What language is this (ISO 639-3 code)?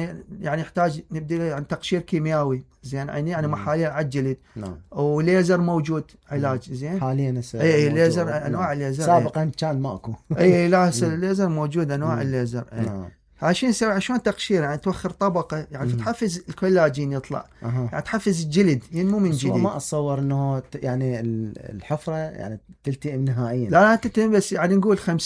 acm